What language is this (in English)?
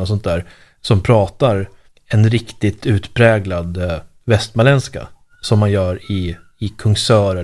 Swedish